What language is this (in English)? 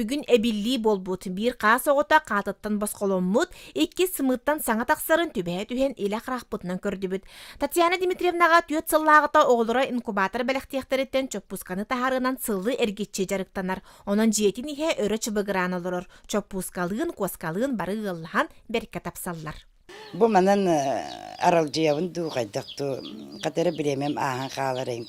Yakut